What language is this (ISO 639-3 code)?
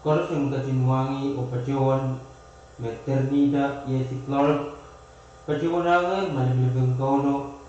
pon